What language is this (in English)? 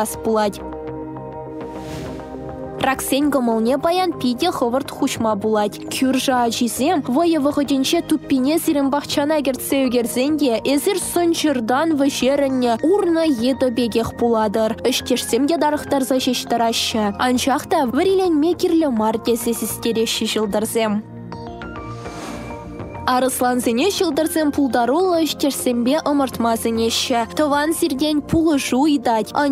Chuvash